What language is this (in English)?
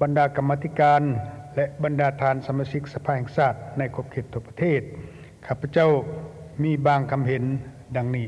Lao